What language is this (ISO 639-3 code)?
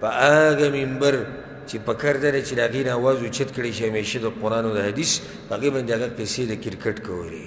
pus